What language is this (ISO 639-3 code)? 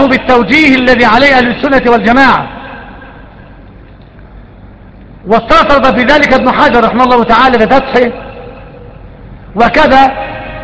ara